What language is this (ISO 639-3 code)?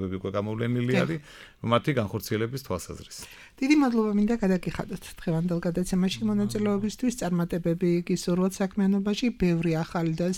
kat